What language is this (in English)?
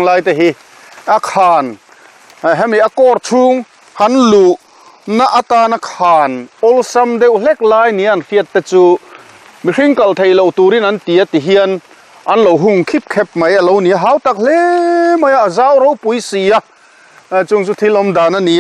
Mizo